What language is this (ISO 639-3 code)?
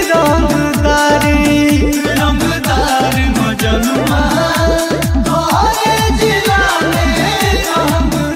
bho